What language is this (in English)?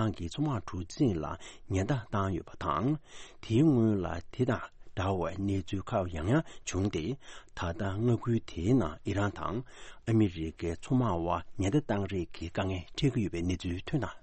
Tibetan